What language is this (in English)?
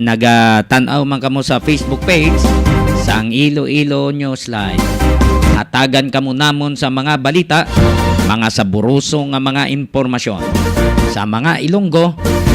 Hiligaynon